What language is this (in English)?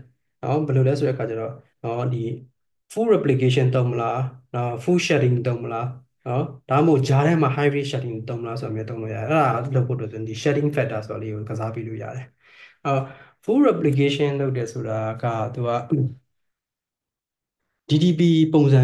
Burmese